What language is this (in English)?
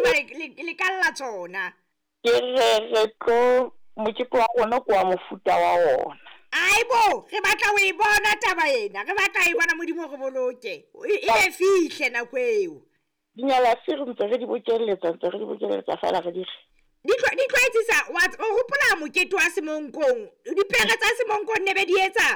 Southern Sotho